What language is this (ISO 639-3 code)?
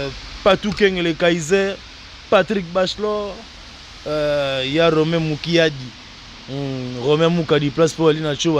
lin